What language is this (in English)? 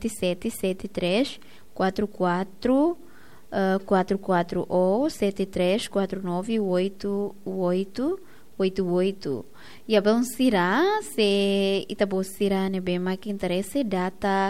Tetum